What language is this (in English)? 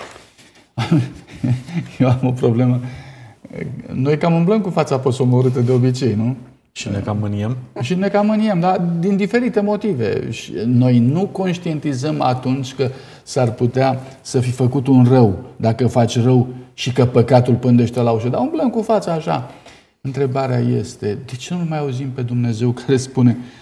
Romanian